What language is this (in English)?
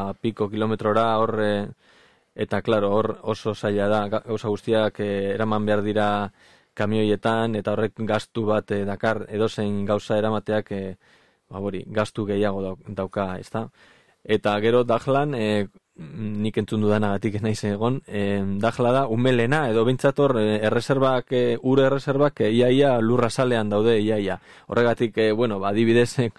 Basque